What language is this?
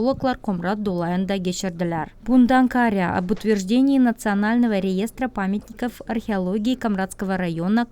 Gagauz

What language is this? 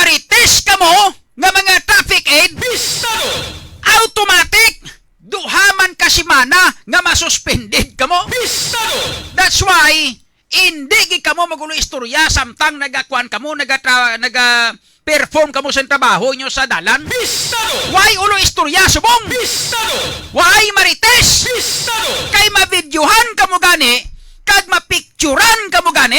Hiligaynon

